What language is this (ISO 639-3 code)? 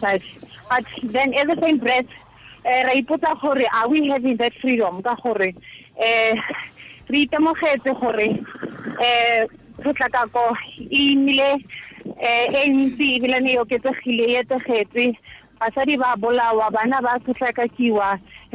tsn